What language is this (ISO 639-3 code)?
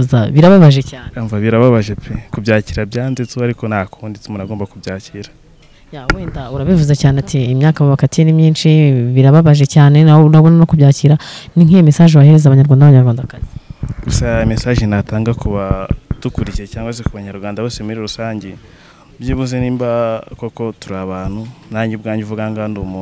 kin